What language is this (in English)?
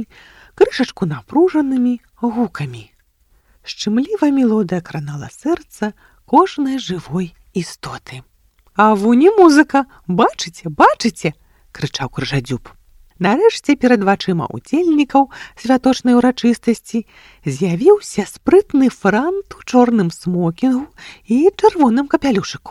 Belarusian